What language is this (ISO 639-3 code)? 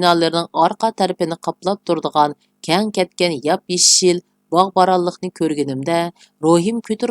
uig